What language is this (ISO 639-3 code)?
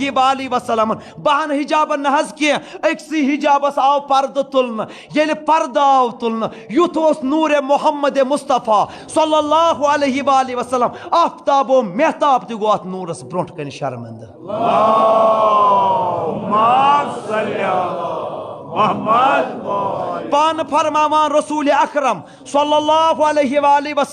kas